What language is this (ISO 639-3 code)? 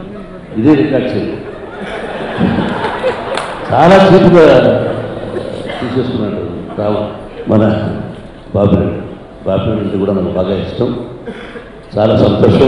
tel